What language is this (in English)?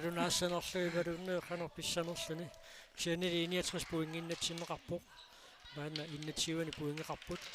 Kalaallisut